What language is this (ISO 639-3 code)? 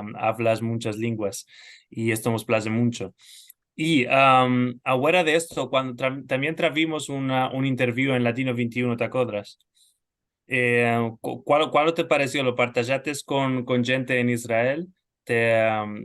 lad